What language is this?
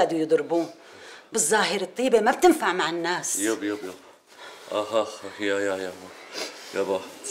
North Levantine Arabic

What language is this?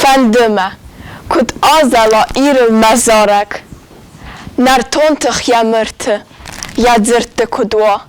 Ossetic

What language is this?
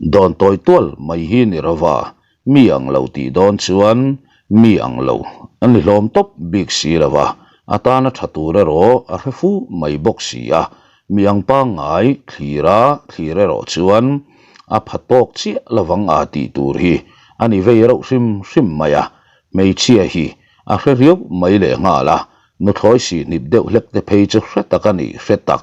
Mizo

